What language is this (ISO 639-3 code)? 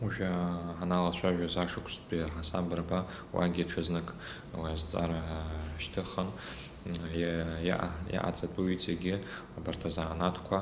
abk